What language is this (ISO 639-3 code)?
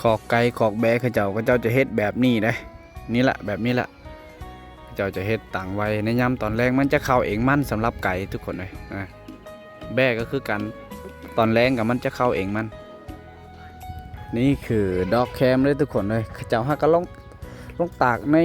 lao